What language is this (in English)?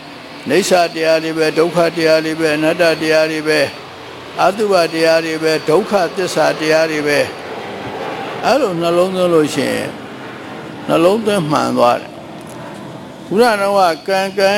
Burmese